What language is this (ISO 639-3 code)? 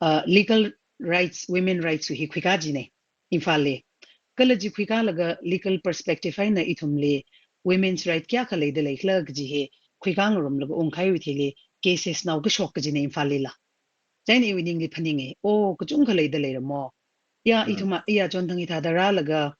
nmf